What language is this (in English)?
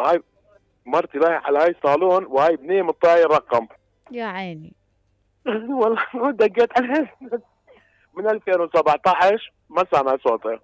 Mesopotamian Arabic